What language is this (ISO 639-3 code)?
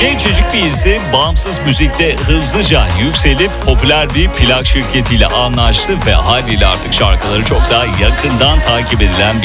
tur